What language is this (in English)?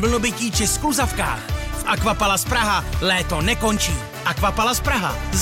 Czech